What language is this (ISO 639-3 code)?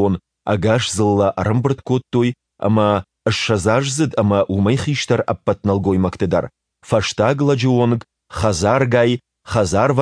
oss